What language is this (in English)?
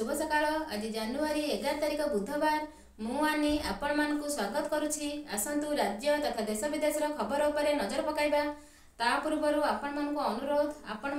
Odia